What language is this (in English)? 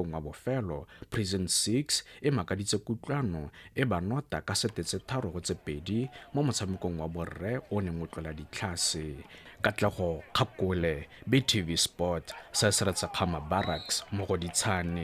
Tswana